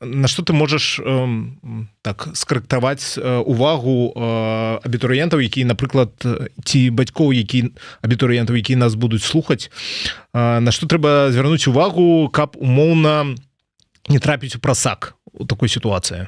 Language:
Belarusian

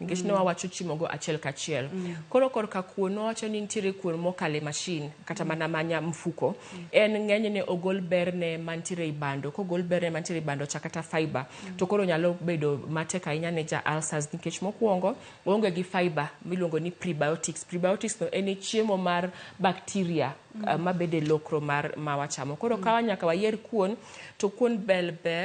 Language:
Luo (Kenya and Tanzania)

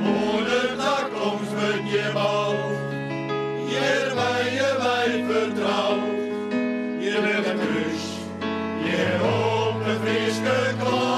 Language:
Western Frisian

